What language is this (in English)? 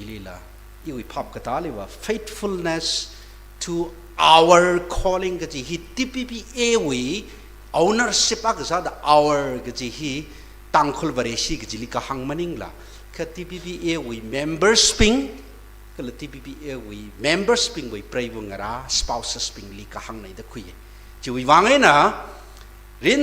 Tangkhul Naga (India)